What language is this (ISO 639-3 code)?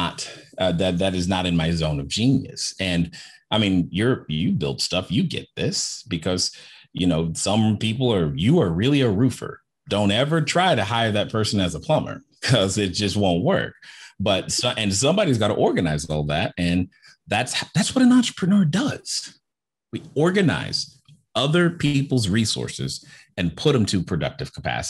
eng